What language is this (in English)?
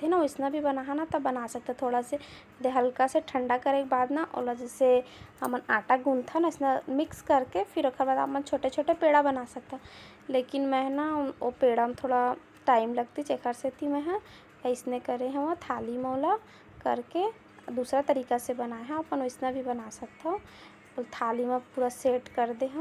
Chhattisgarhi